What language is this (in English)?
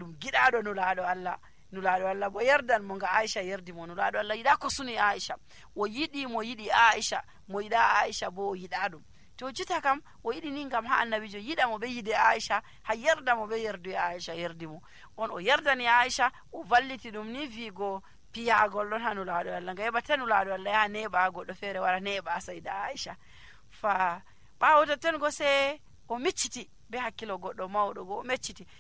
Nigerian Fulfulde